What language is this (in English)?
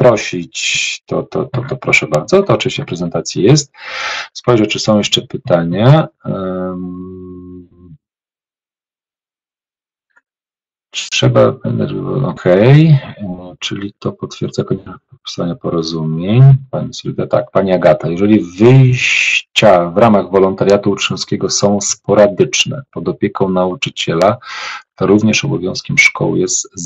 Polish